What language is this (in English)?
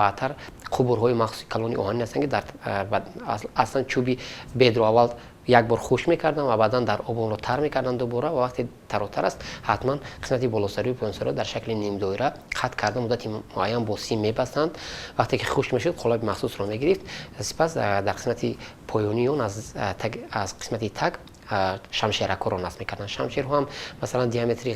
Tajik